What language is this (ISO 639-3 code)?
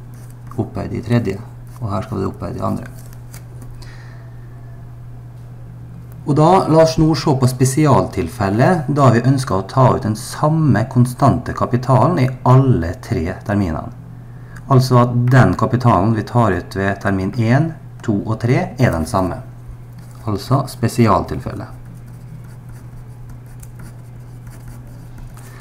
nor